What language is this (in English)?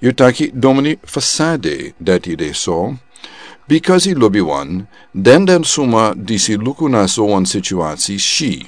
Sranan Tongo